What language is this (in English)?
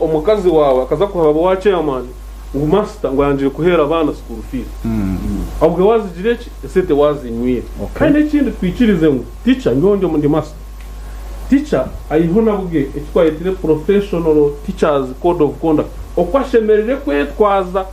Nyankole